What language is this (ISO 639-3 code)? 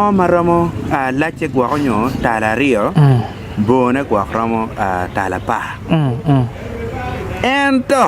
ach